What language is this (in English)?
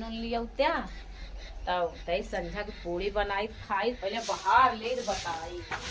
Awadhi